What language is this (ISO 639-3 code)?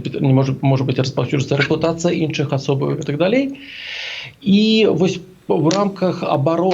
bel